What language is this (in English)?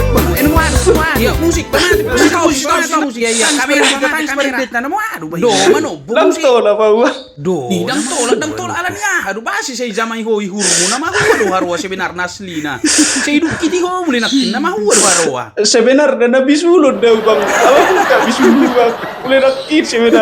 Batak Toba